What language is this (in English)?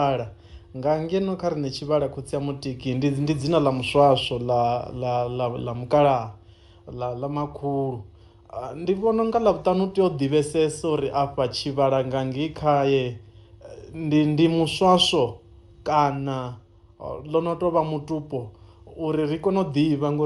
Venda